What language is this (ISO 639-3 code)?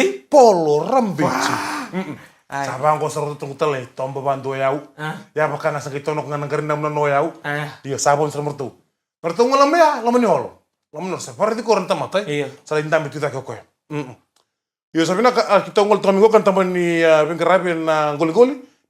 fij